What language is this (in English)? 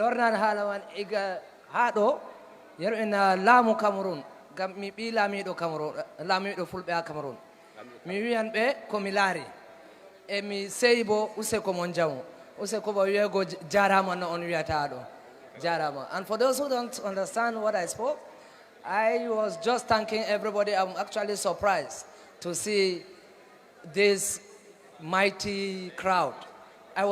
Fula